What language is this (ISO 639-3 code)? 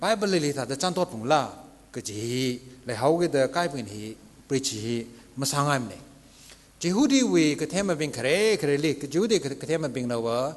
nmf